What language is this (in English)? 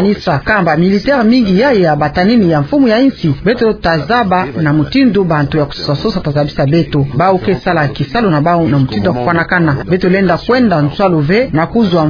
Kituba (Democratic Republic of Congo)